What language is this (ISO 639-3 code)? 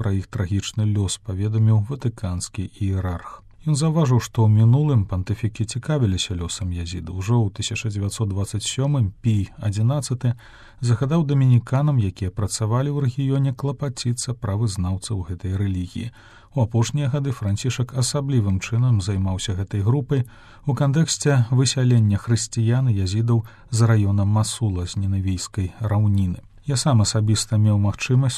bel